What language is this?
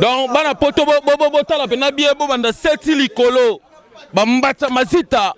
Lingala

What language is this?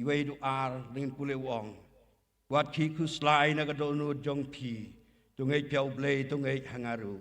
Khasi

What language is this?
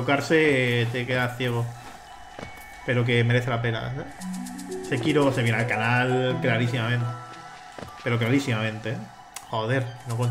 Spanish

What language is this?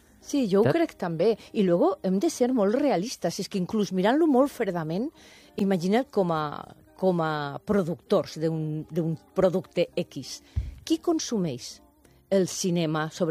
Catalan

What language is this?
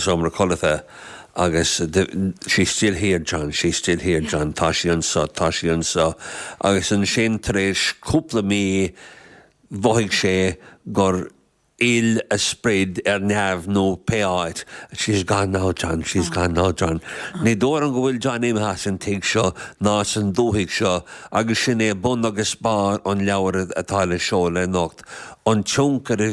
Irish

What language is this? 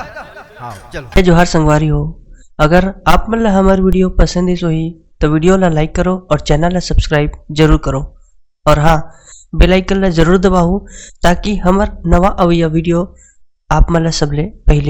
Chhattisgarhi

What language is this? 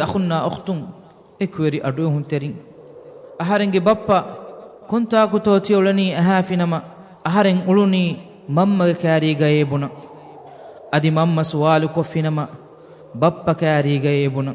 Divehi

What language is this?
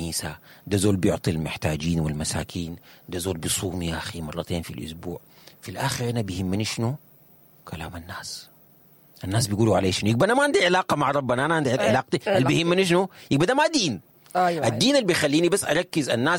Sudanese Arabic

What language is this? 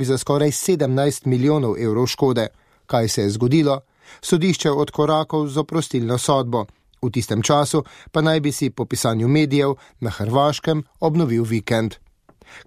Slovenian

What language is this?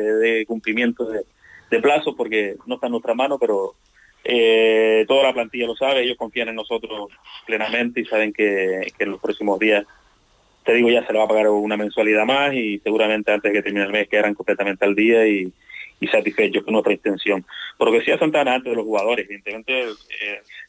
Spanish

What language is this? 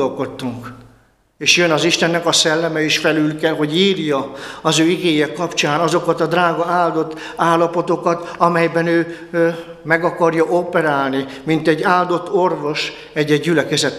Hungarian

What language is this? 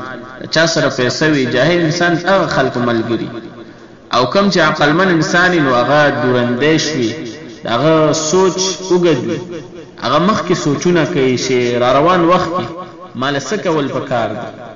Pashto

